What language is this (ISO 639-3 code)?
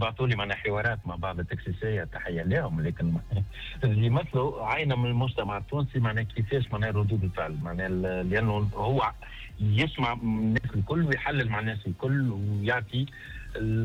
aeb